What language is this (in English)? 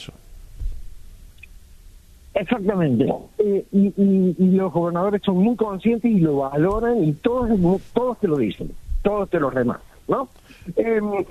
Spanish